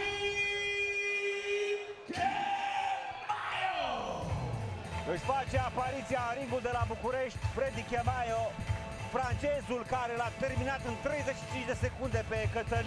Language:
Romanian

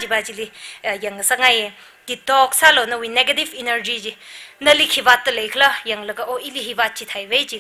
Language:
Tangkhul Naga (India)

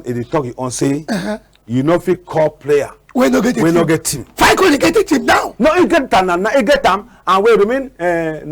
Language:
Cameroon Pidgin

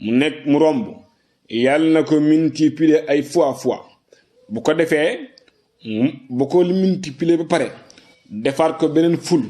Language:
Wolof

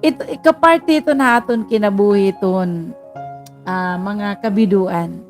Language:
Waray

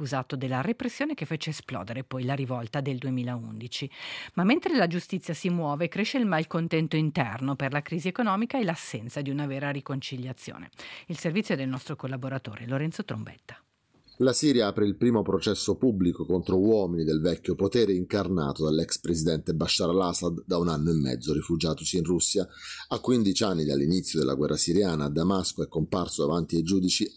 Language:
Italian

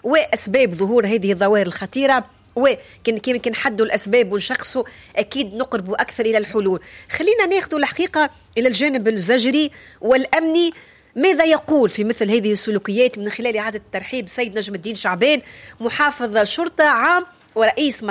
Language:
Tunisian Arabic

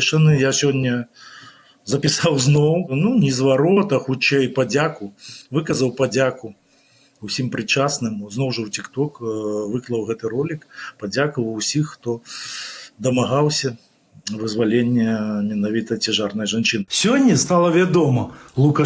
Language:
Belarusian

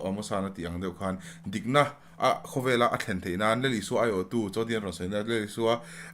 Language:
Mizo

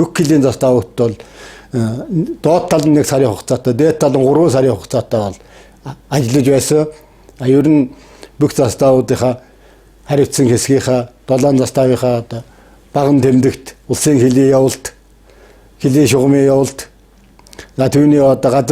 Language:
Mongolian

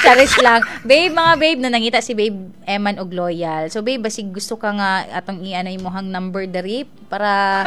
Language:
Cebuano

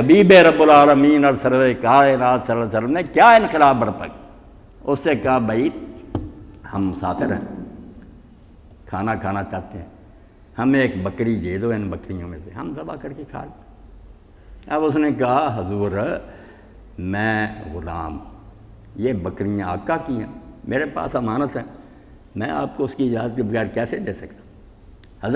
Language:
Urdu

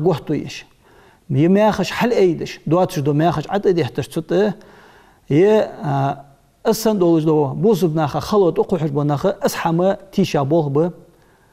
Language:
Ingush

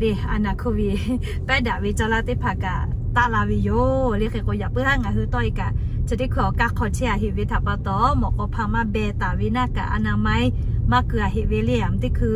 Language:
Lahu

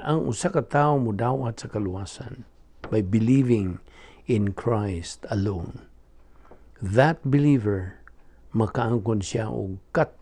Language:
Cebuano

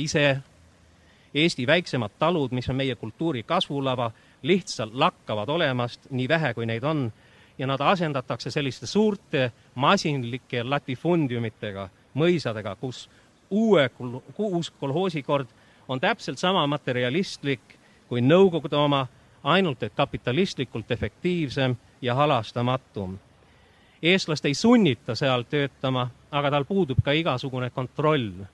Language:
Estonian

